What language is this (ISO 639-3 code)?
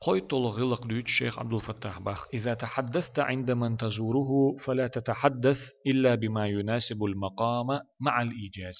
che